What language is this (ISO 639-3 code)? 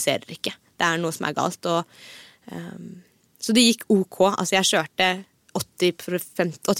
nor